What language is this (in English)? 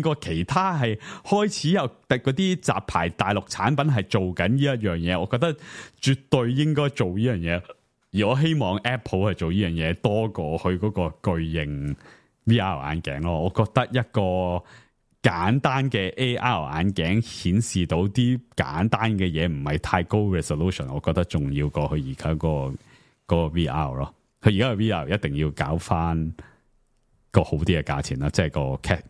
Cantonese